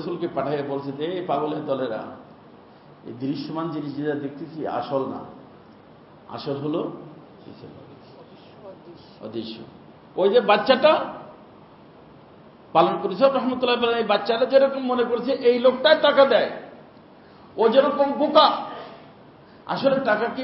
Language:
Bangla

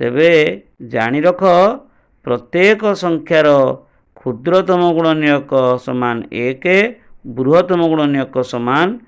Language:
Odia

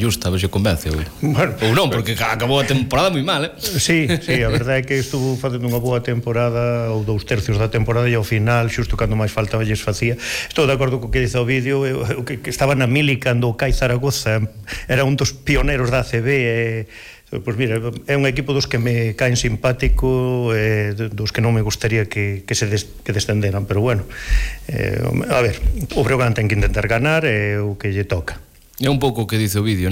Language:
Galician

